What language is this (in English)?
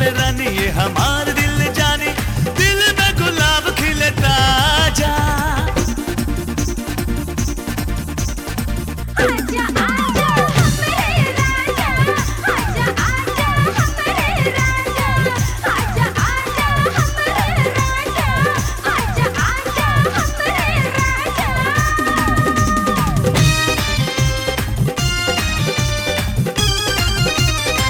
Bhojpuri